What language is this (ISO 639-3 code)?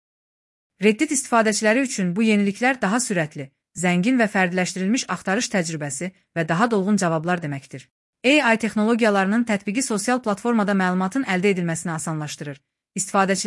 aze